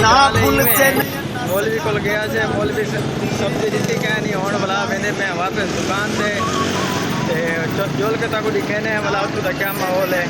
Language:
Saraiki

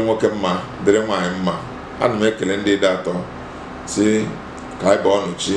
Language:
Igbo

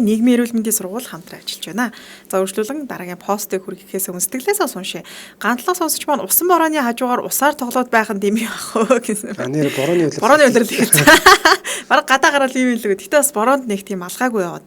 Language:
Mongolian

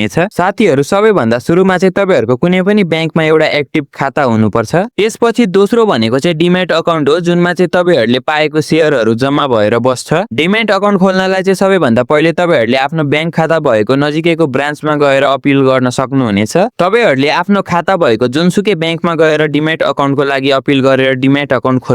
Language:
Nepali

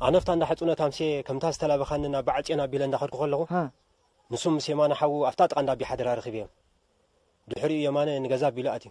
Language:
Tigrinya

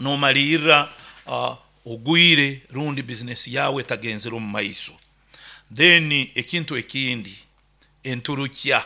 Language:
Nyankole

